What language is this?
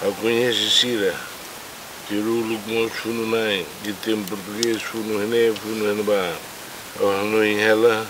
Tetum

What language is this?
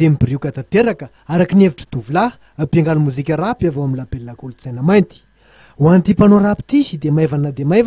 Malagasy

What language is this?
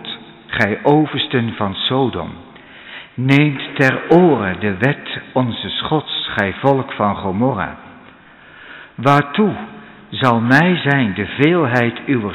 Dutch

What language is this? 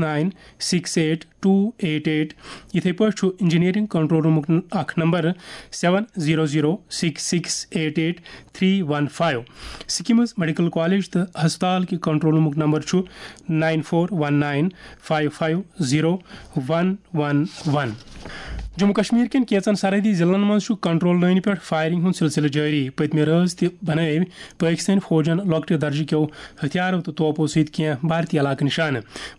Kashmiri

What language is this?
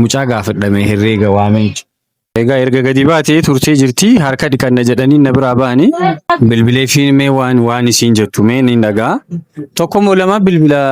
Oromo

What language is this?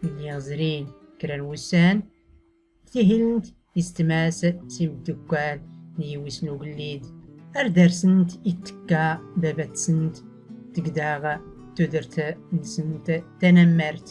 Tachelhit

